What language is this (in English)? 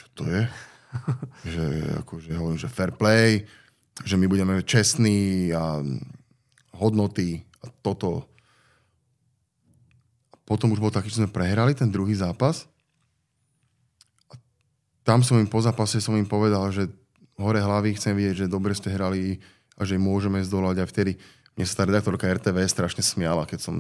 Slovak